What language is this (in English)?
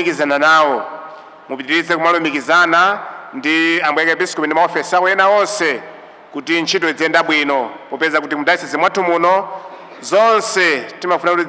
Nyanja